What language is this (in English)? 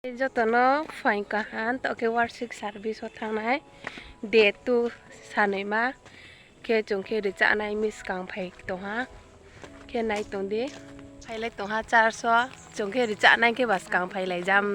Riang (India)